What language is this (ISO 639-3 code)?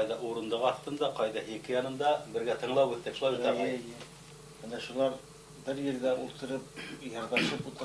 bak